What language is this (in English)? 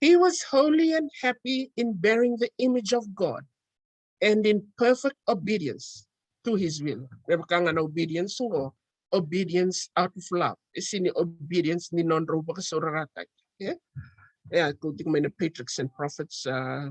Fijian